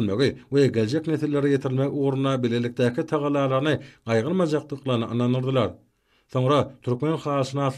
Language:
Turkmen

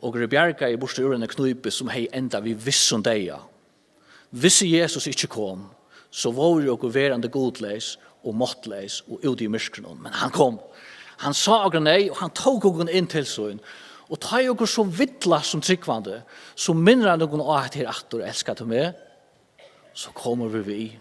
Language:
Faroese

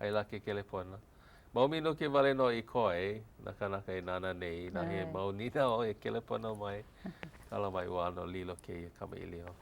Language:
Hawaiian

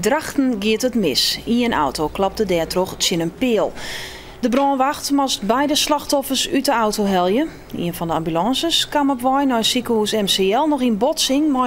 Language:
Western Frisian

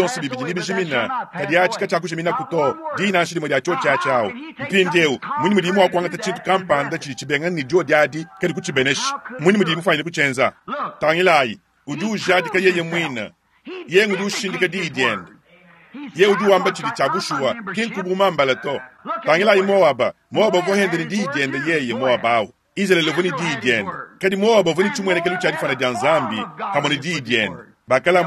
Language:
Luba-Lulua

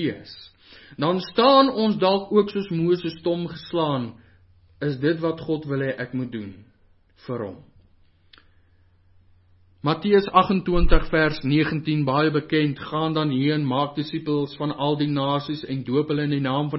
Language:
Afrikaans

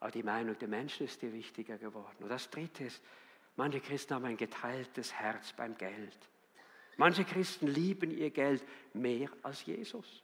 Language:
Swiss German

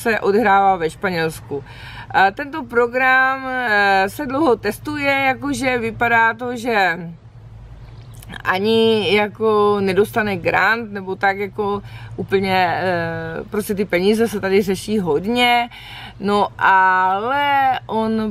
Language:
Czech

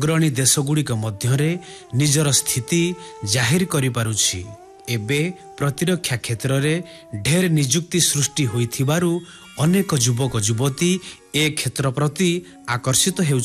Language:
Odia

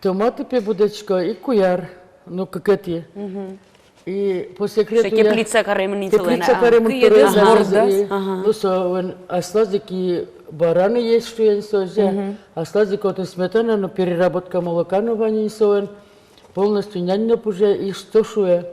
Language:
Udmurt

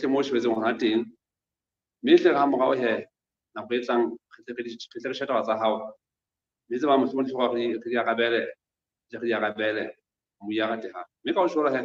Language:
Southern Sotho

